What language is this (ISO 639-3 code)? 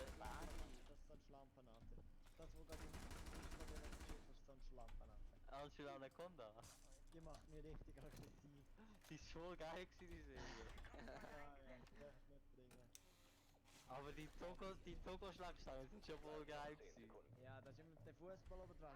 gsw